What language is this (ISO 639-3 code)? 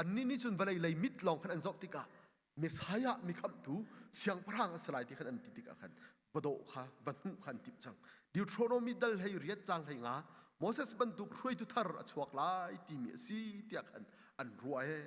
cnh